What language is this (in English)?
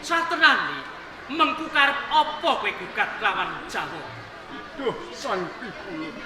Javanese